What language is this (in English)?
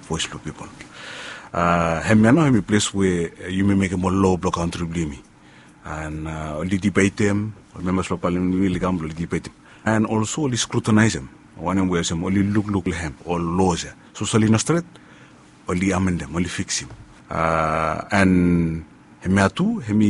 Bislama